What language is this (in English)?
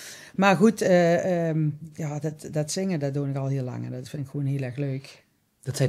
Limburgish